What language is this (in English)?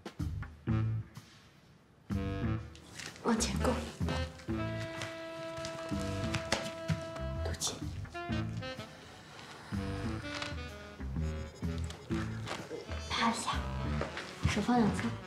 Chinese